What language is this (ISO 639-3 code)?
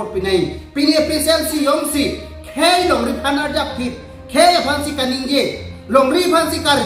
mjw